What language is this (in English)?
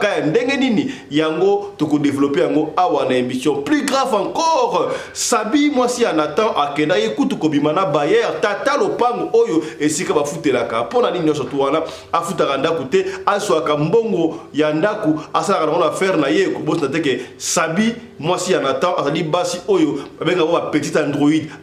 Lingala